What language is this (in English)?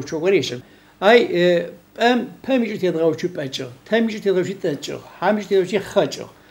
Adyghe